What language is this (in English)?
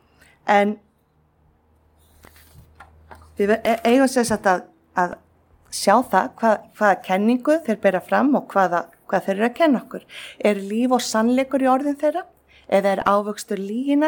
Icelandic